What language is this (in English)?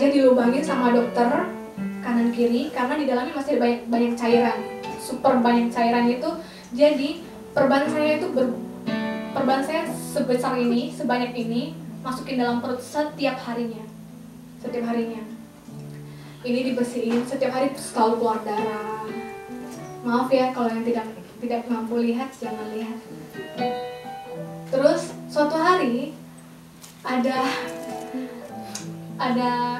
Indonesian